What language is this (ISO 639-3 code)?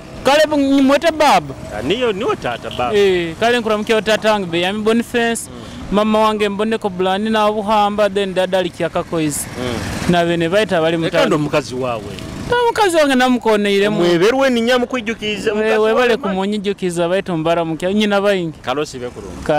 nyo